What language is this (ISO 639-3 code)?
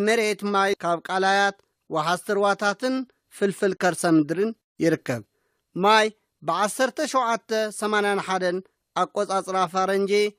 tir